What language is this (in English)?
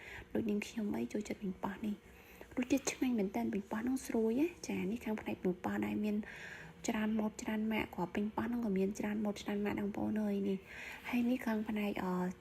Khmer